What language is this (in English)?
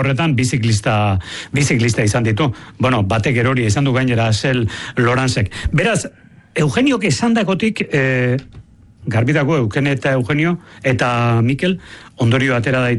Basque